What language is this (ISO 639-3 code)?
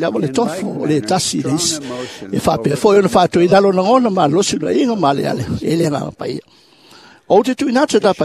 smo